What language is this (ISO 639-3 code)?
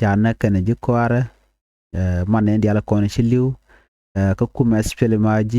nus